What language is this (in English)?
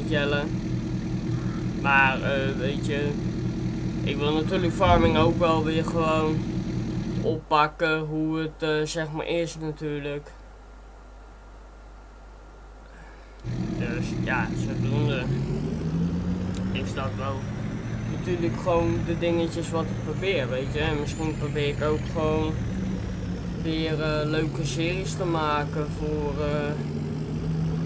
Dutch